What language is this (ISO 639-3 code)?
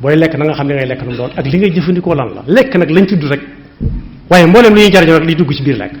wol